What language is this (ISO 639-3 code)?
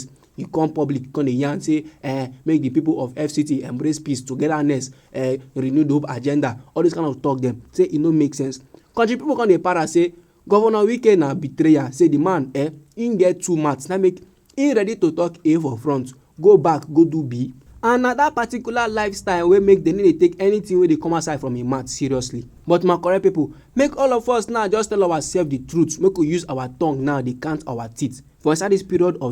pcm